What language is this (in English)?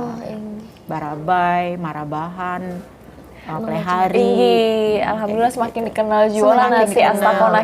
Banjar